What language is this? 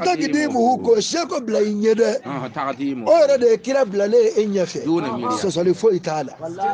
Bambara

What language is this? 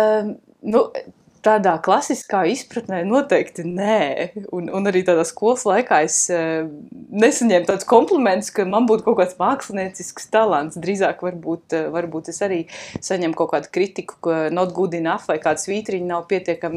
Latvian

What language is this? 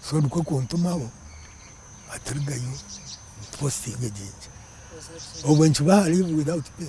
Nyankole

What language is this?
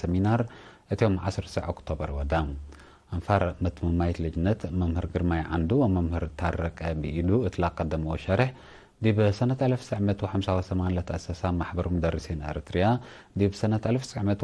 Tigre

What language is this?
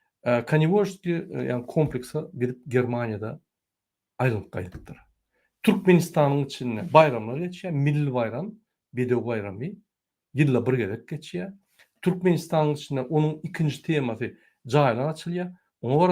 Turkmen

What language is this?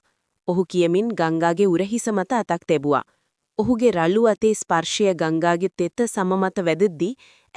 Sinhala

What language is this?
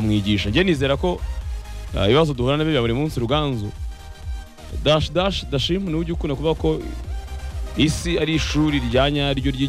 Kinyarwanda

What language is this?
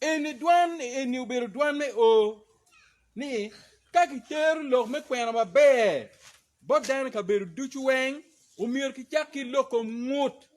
Acoli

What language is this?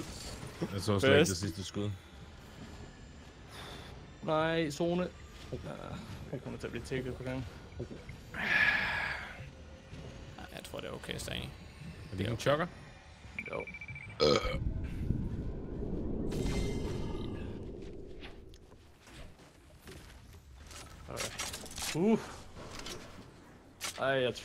Danish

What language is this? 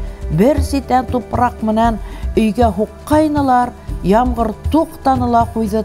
Bashkir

